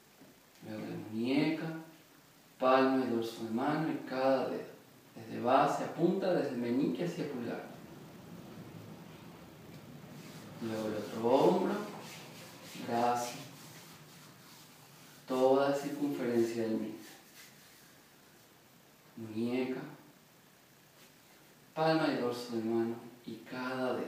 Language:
Spanish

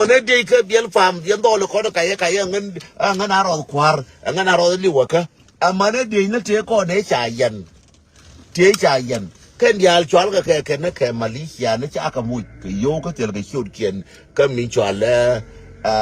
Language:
Nuer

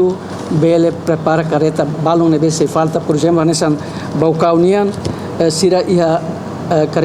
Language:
Tetum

